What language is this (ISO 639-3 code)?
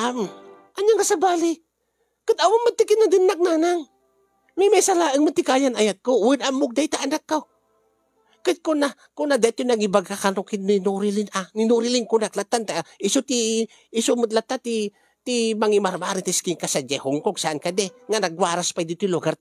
ilo